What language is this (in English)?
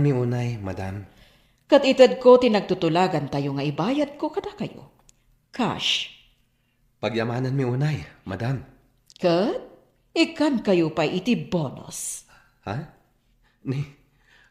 Iloko